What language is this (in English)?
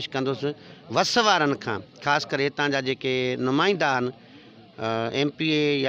Sindhi